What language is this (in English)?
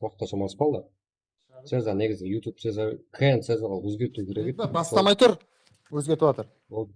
Kara-Kalpak